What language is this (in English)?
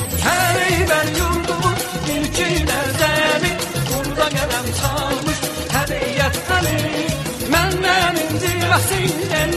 Turkish